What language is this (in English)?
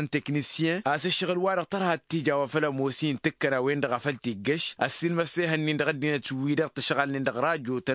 Tamasheq